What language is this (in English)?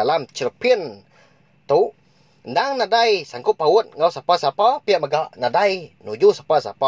Iban